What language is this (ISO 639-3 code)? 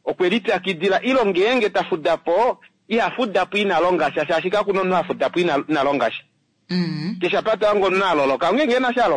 kua